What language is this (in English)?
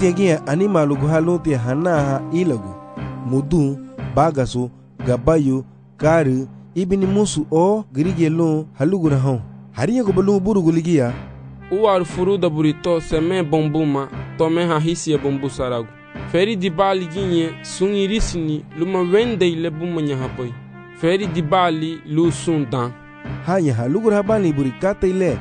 Garifuna